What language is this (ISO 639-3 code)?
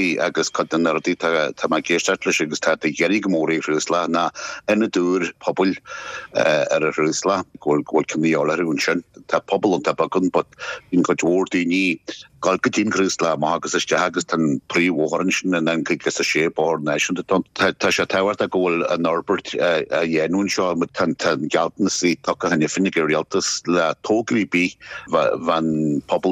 gle